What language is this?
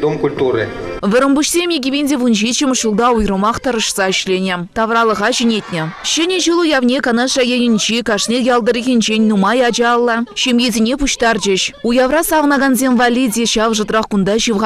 Chuvash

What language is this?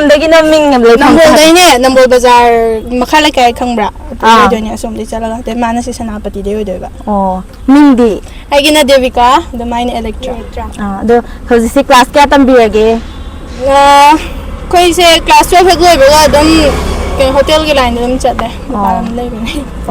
Manipuri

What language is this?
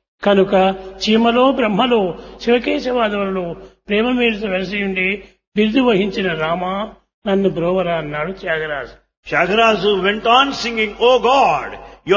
Telugu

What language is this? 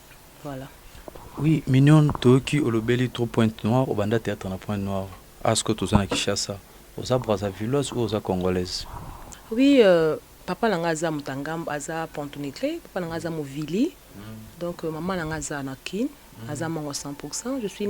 Lingala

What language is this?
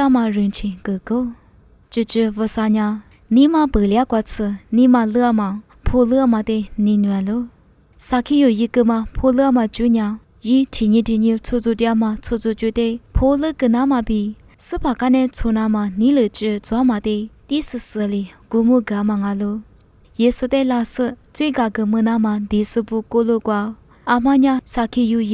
Lisu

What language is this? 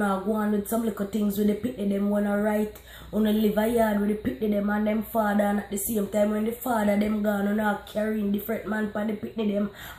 Jamaican Creole English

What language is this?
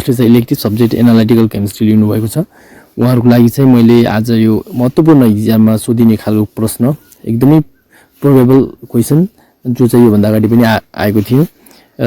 Nepali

